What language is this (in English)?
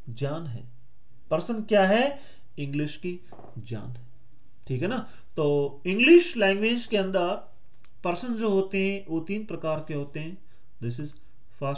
Hindi